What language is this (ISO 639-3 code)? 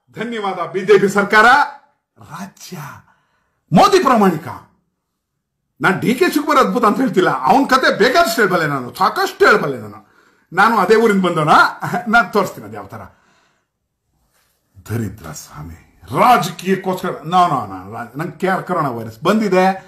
kan